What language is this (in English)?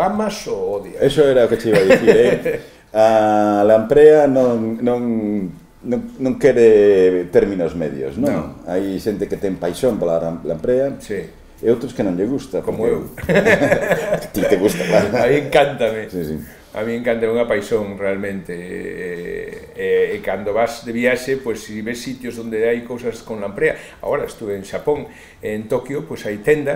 Galician